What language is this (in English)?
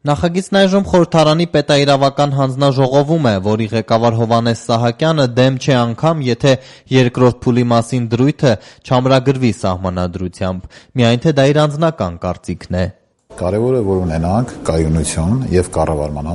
Armenian